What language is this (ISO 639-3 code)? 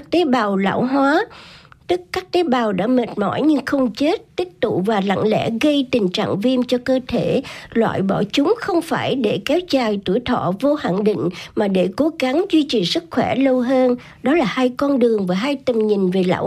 vie